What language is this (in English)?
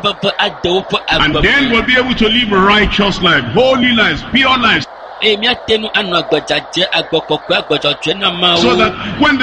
Ewe